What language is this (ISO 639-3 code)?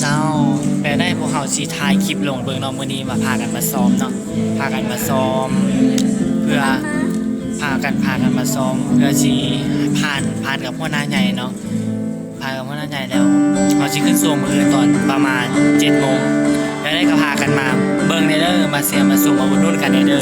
lao